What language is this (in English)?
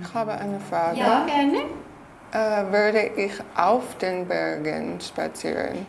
Swiss German